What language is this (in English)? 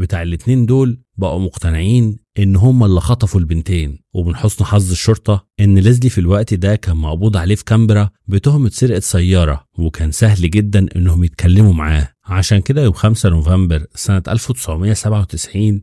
Egyptian Arabic